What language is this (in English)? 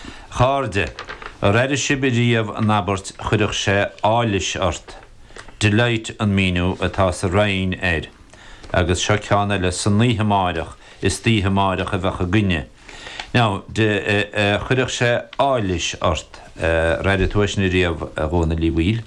Irish